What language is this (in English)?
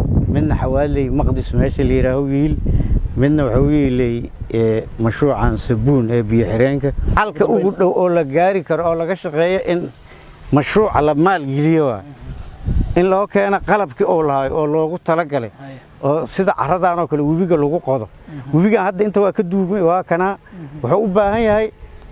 Somali